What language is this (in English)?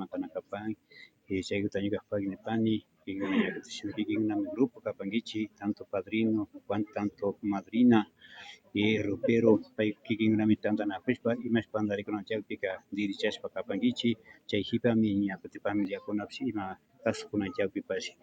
Imbabura Highland Quichua